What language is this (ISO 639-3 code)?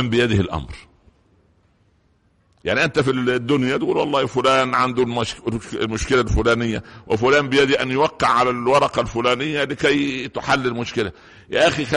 ara